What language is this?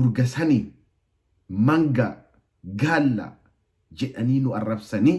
Oromo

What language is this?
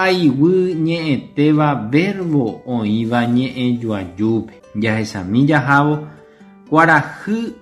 Guarani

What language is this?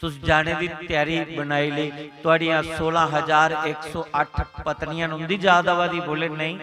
Dogri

